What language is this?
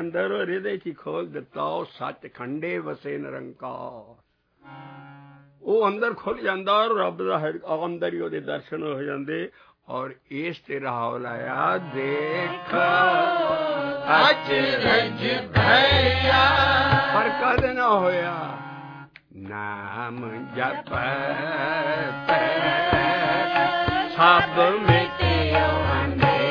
Punjabi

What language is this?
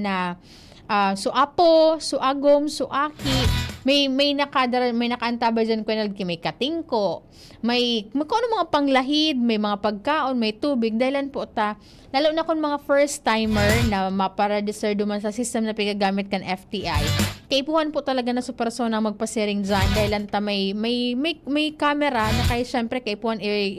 Bikol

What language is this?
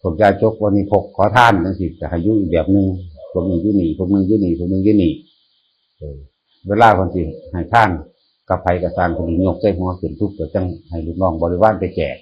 Northeastern Thai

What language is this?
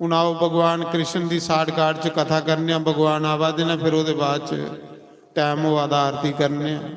Dogri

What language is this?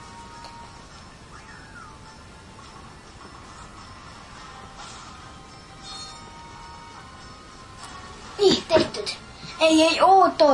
Estonian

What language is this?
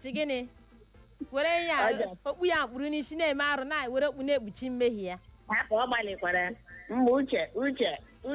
Igbo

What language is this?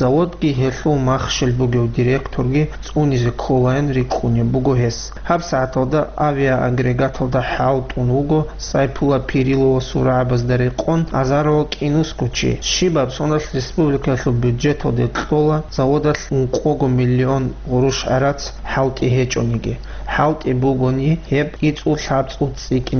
Avaric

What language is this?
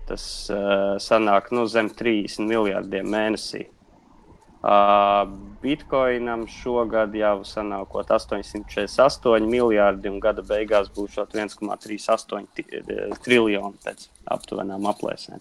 Latvian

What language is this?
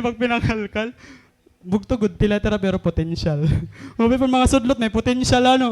Waray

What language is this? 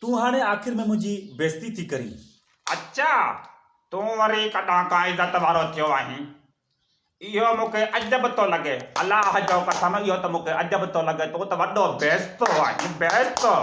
Sindhi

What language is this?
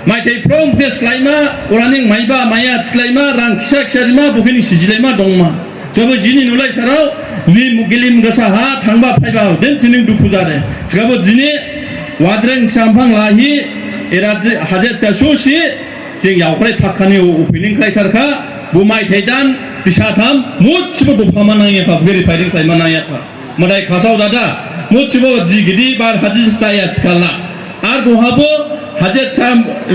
Dimasa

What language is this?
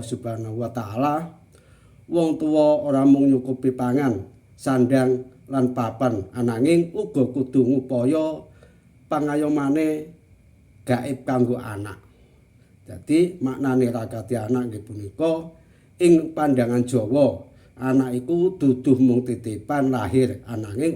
Javanese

